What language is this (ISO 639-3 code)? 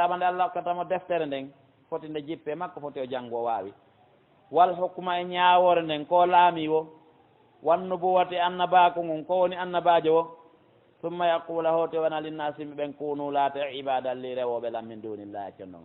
fuf